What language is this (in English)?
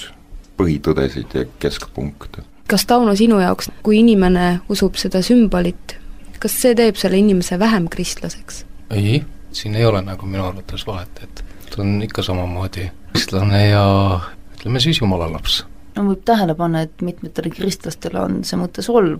Estonian